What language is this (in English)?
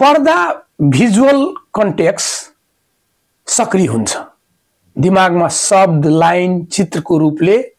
Nepali